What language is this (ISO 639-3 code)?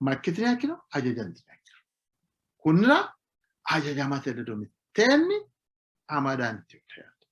sid